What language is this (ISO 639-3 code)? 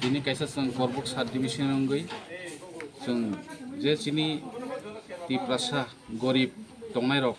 trp